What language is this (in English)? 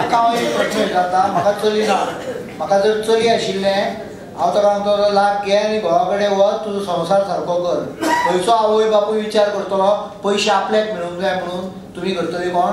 Konkani